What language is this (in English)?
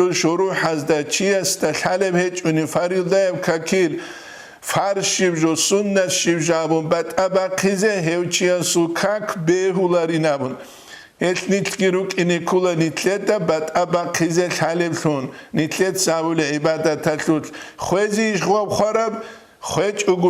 Avaric